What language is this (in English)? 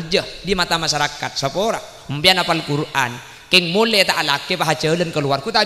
Madurese